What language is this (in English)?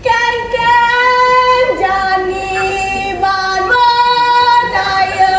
Balinese